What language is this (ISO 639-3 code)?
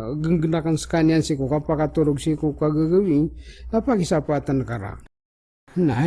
mrw